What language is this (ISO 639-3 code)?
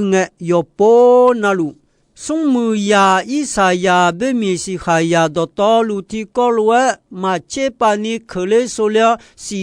ahk